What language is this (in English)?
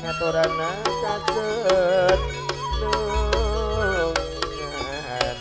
Madurese